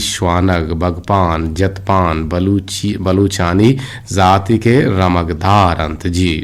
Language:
Eastern Balochi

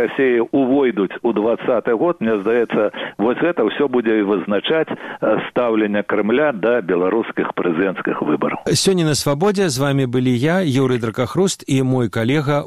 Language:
Belarusian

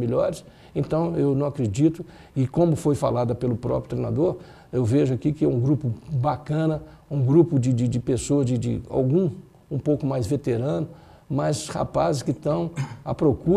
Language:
Portuguese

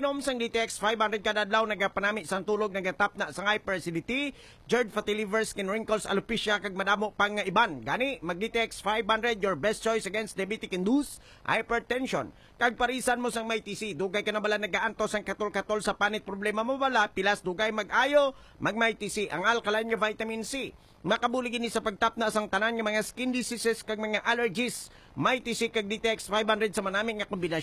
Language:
Hiligaynon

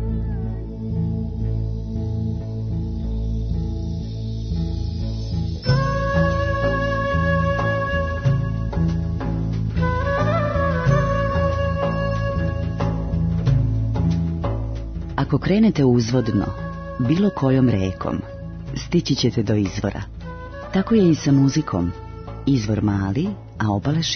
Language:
Serbian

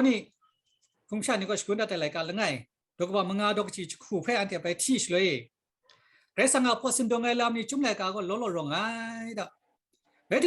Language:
Kachin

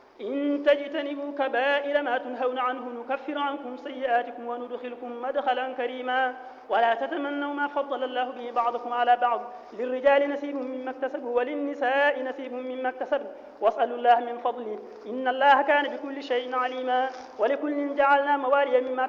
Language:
Arabic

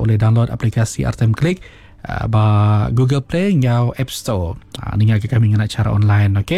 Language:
Iban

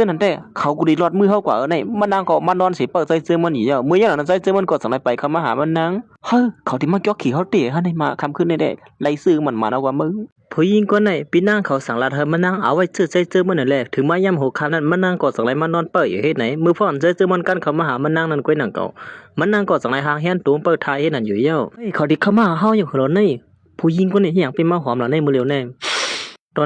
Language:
Shan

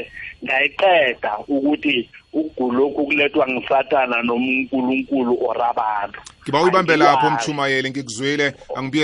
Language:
South Ndebele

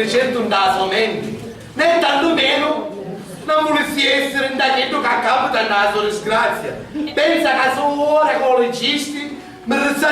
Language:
Sicilian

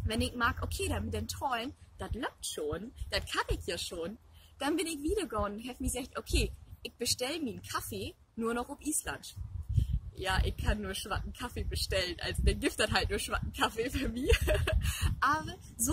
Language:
Low German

